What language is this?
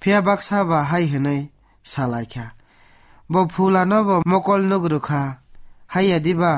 Kok Borok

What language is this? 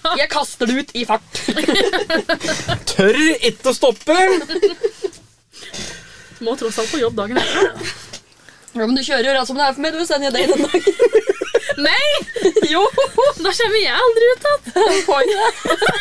Norwegian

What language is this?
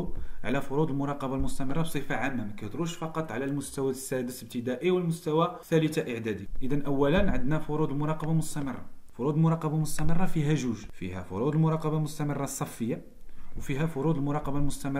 Moroccan Arabic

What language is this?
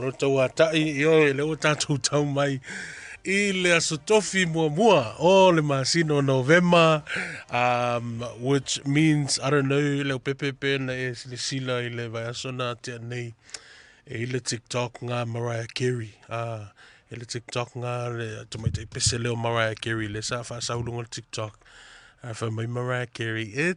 Samoan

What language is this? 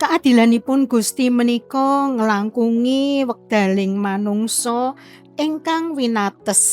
Javanese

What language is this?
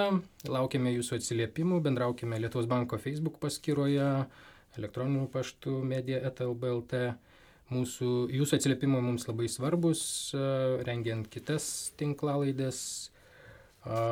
Lithuanian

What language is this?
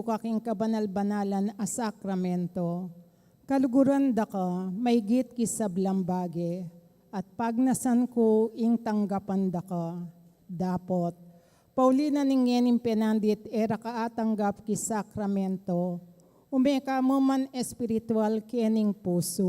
Pampanga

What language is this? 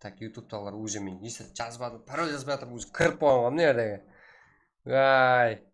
Kara-Kalpak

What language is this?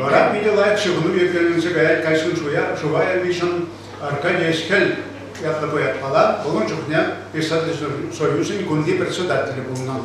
Chuvash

